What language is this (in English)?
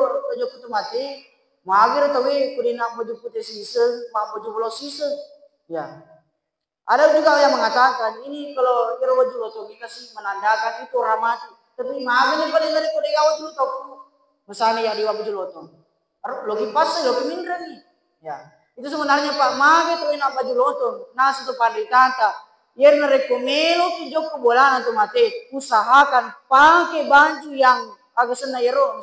Buginese